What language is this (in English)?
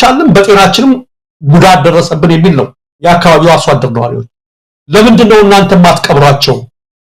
Amharic